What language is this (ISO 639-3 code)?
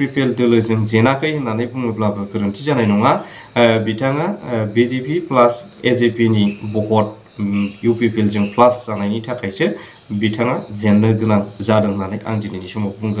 brx